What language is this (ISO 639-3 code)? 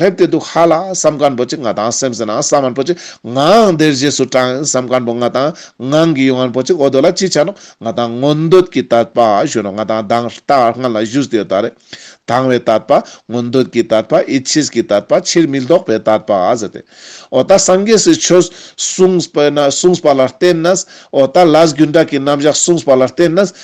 lbj